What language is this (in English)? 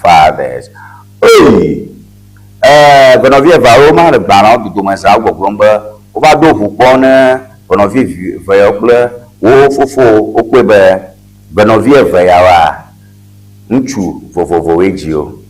Ewe